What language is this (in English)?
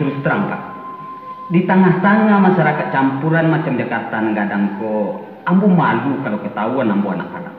Minangkabau